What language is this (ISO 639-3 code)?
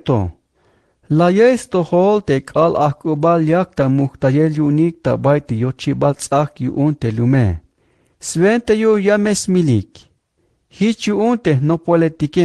tzh